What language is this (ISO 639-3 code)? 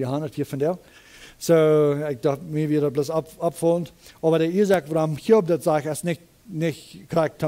pdt